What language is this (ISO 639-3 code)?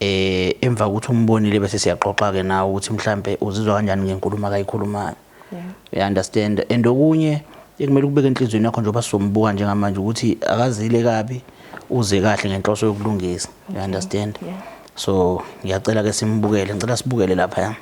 zul